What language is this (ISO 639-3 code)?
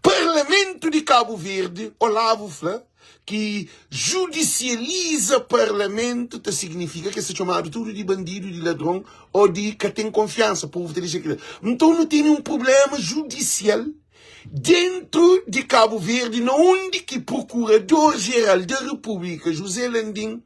kea